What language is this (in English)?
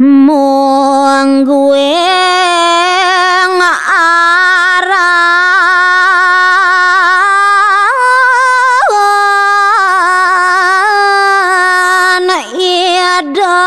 Balinese